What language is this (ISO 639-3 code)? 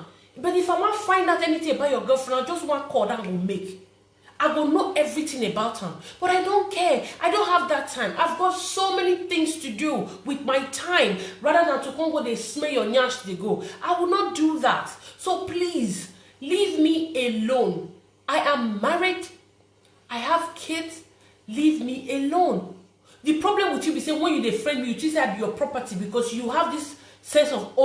pcm